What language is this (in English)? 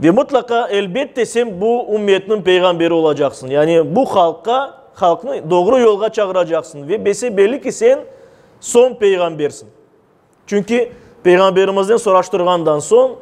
Crimean Tatar